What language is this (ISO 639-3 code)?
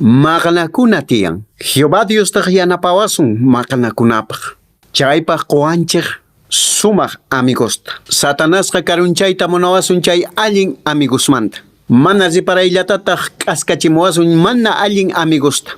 que